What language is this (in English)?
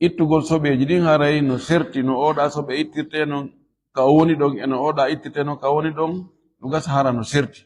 Fula